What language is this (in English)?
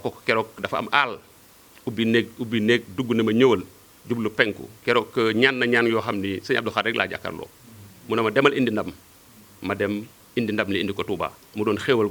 Wolof